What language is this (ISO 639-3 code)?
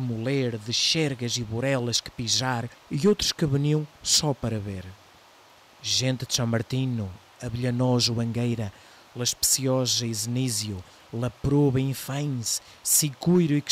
mwl